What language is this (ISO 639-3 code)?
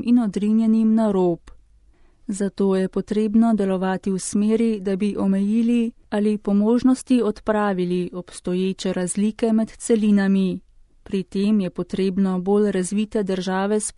slv